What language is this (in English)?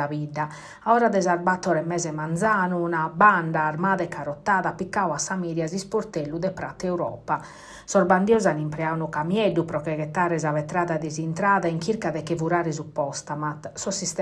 Sardinian